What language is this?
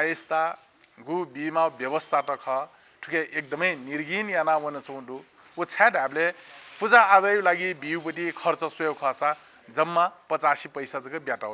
Newari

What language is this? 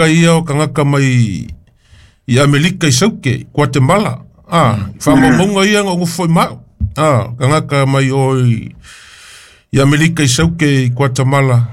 Samoan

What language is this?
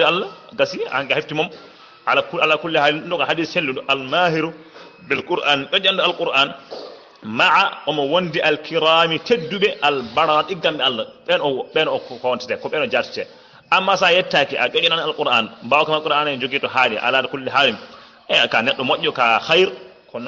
Fula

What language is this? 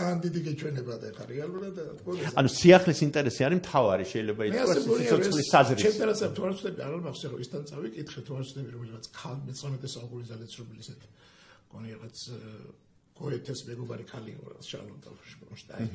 Georgian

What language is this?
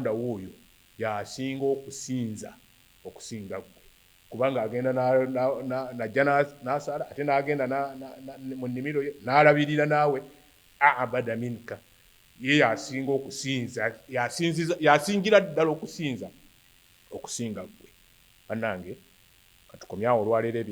Ganda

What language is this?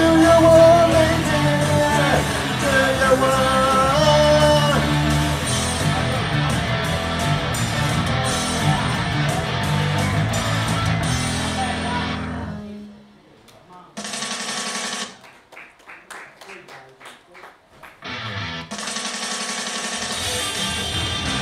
English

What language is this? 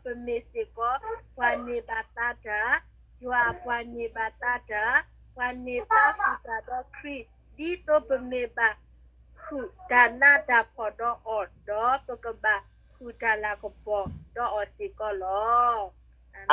S'gaw Karen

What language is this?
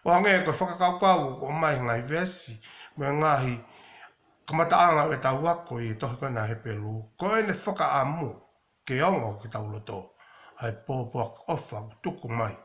Tongan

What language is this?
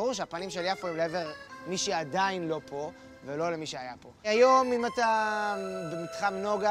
Hebrew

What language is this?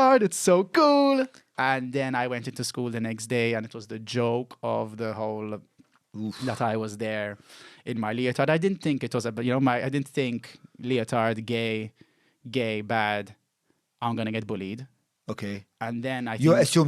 English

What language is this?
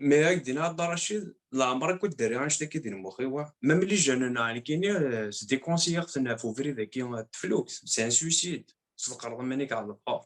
Kabyle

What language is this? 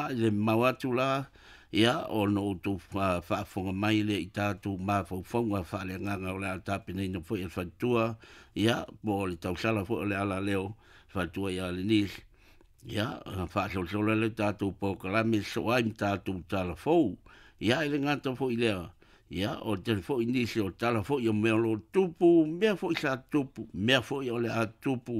Samoan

